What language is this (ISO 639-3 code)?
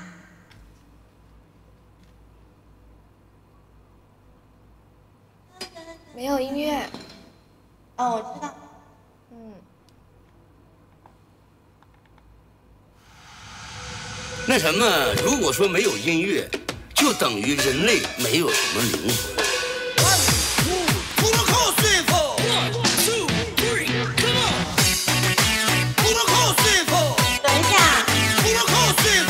zho